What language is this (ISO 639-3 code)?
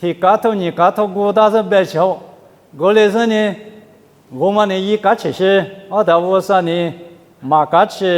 lis